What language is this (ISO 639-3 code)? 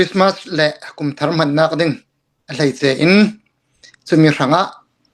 cnh